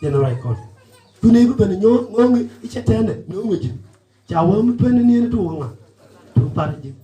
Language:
Nuer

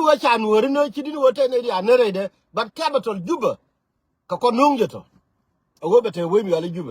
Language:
Nuer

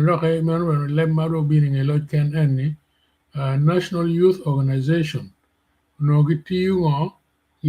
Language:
Acoli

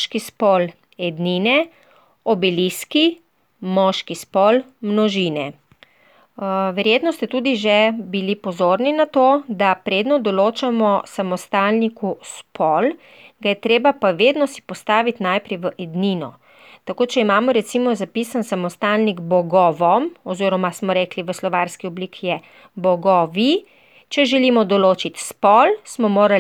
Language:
Slovenian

